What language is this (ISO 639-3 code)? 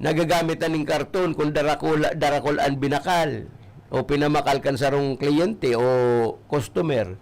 bik